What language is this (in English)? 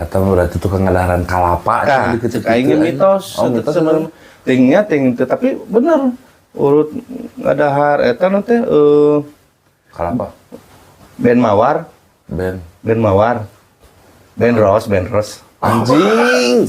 Sundanese